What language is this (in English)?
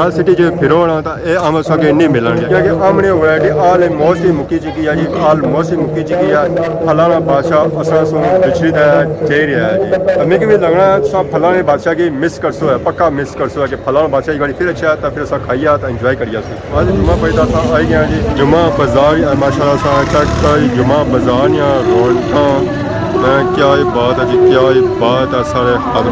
Pahari-Potwari